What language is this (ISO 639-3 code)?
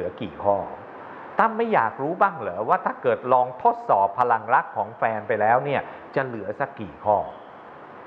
tha